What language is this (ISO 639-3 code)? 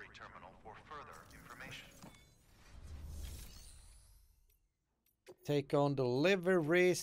swe